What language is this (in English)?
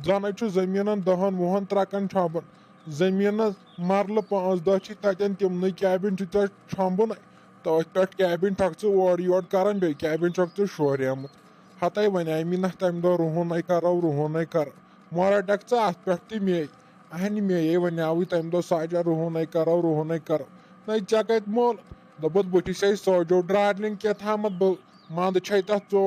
Kashmiri